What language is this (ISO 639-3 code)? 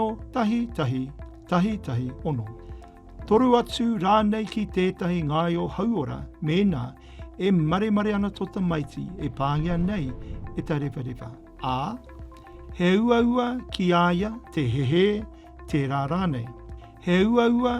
mri